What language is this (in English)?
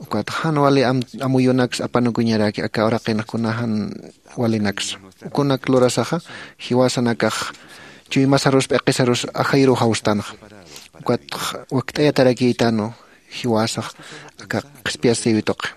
Aymara